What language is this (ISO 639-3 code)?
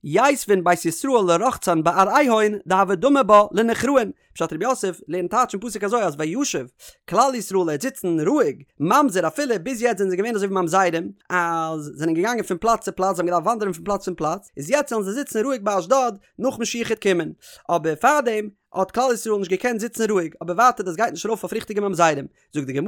yid